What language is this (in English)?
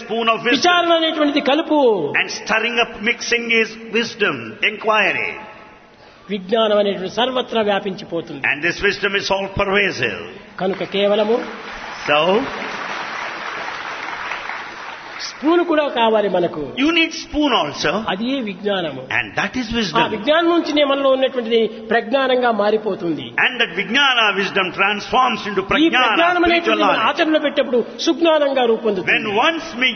Telugu